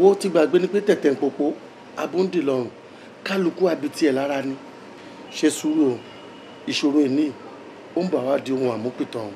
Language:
Yoruba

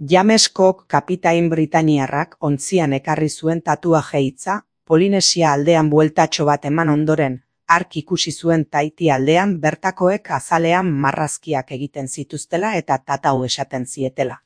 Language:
Basque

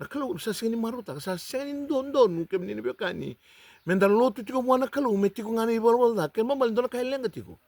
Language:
Fijian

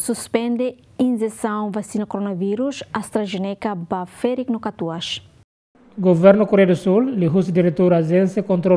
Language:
Tetum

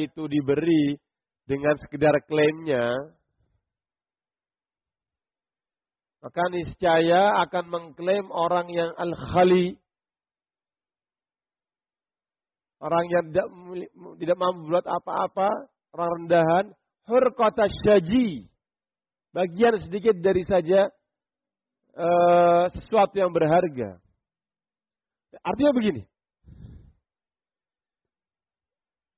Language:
Indonesian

